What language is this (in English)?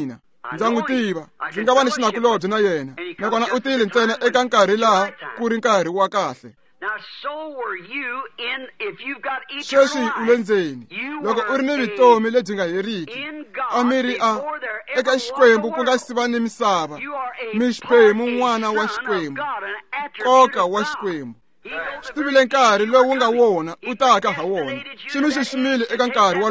Tsonga